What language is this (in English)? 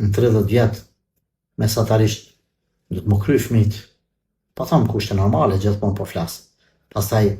Albanian